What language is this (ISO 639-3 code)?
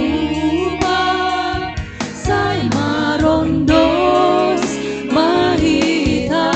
bts